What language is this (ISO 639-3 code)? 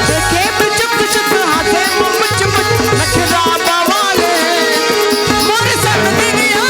hne